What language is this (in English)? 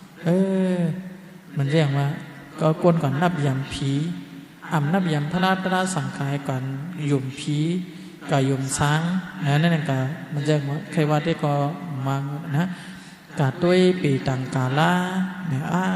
Shan